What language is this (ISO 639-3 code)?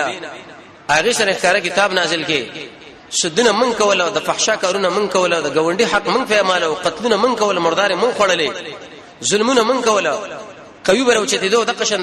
pus